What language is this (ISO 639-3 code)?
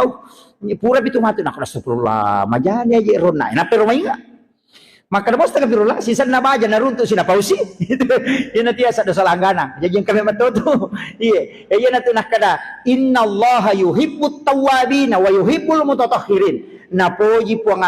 bug